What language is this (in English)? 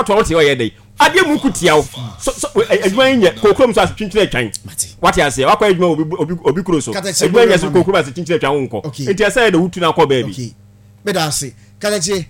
Akan